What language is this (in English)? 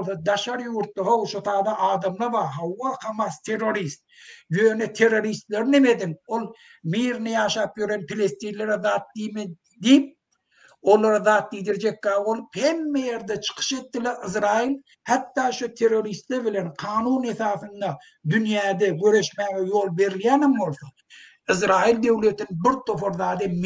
Turkmen